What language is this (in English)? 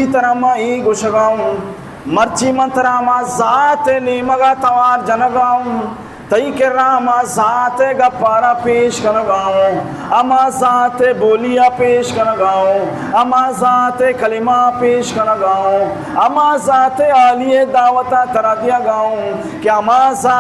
Baluchi